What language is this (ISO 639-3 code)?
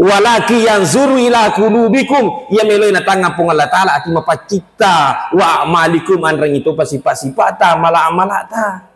bug